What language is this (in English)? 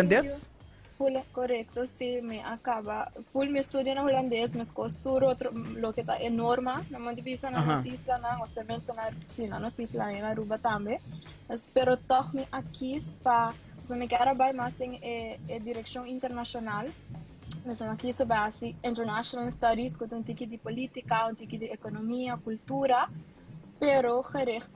Papiamento